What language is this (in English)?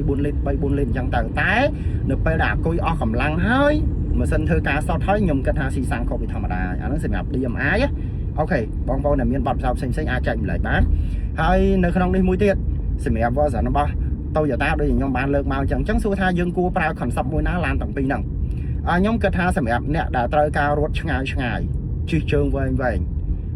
Khmer